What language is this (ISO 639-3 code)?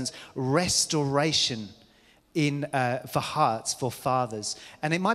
eng